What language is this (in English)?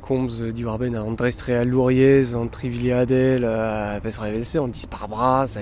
Breton